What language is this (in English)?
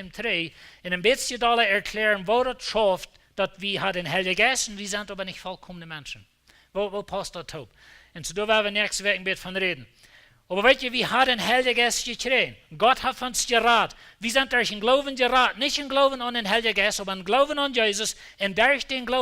Plautdietsch